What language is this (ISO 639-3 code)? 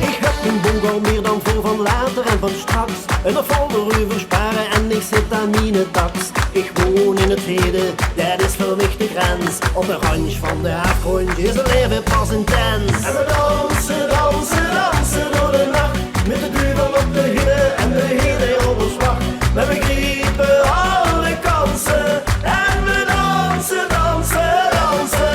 lim